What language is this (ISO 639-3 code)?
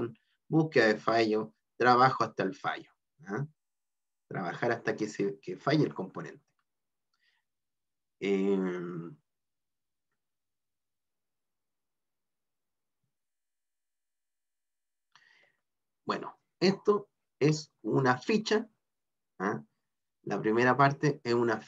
spa